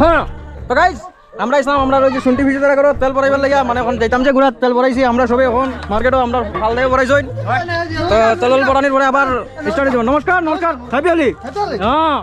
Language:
Sylheti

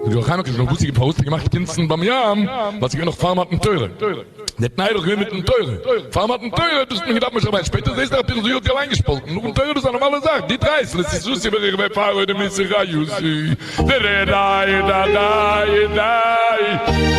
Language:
Yiddish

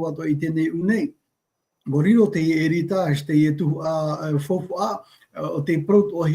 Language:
Tahitian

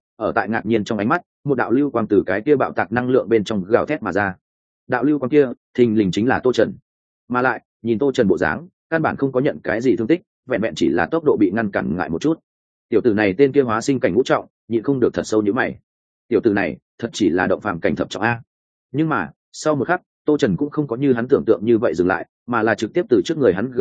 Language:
Vietnamese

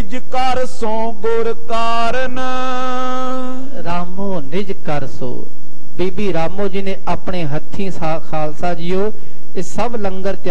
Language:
Punjabi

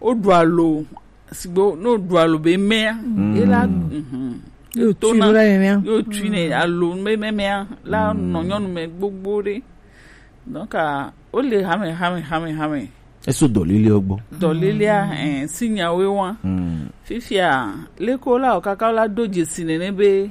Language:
Gen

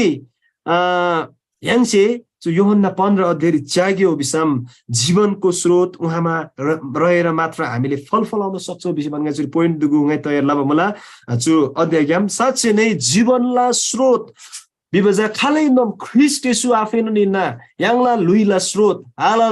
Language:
Eastern Tamang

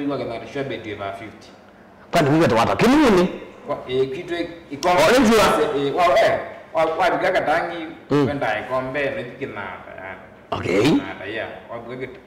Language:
Kamba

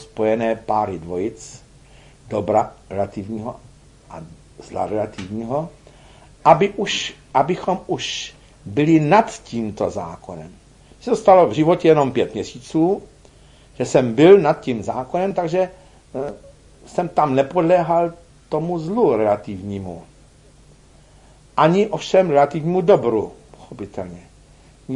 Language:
Czech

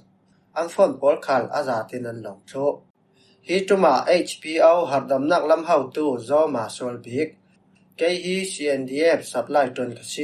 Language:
Falam Chin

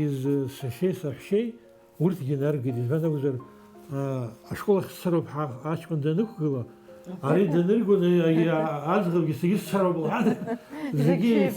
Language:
Abkhazian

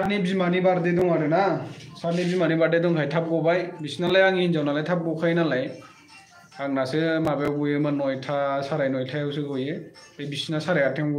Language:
Bodo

